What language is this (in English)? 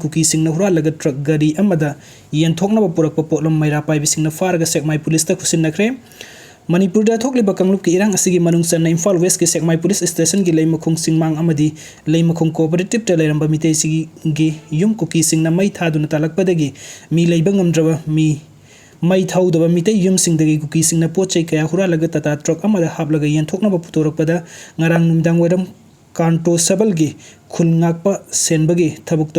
Manipuri